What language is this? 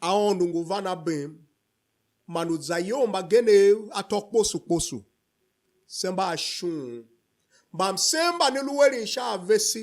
Tiv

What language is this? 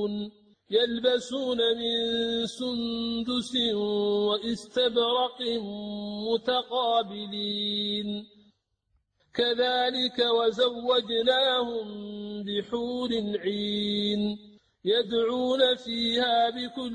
Arabic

